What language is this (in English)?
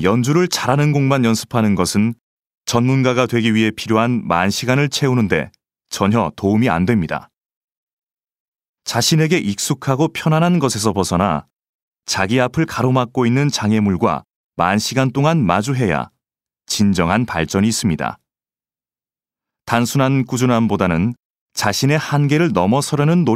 Korean